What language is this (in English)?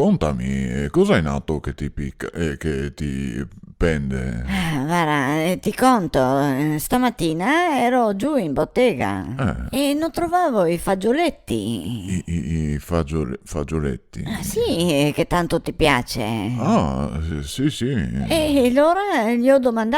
Venetian